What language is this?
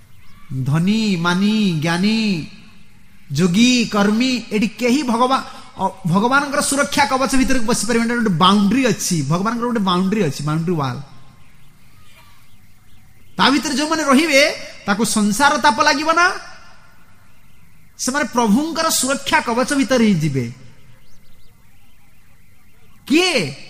Odia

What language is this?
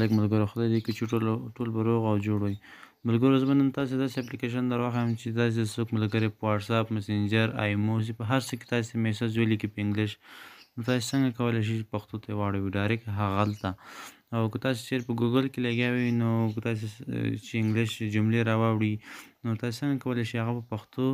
Pashto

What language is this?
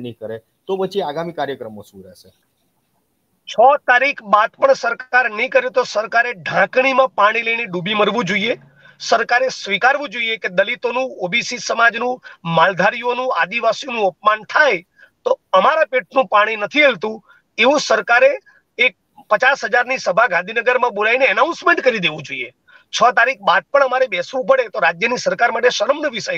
Gujarati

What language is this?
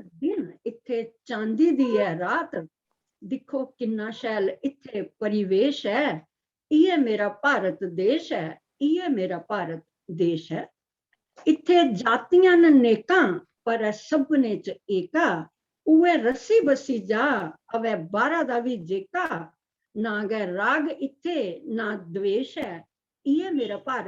Dogri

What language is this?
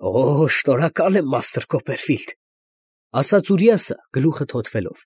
Armenian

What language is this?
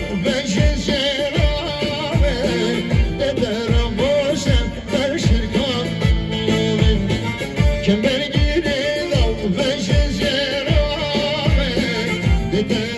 Kurdish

